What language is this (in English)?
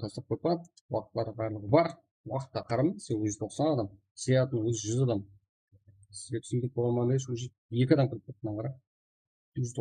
Kara-Kalpak